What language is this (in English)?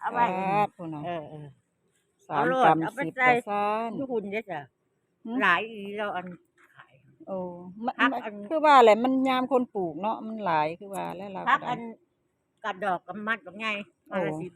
Northeastern Thai